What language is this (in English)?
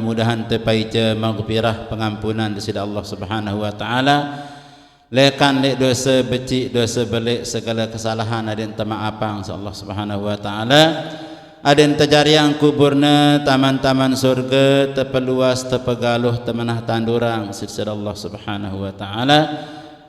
Sasak